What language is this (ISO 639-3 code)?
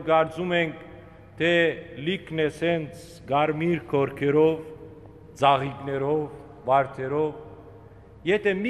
hyw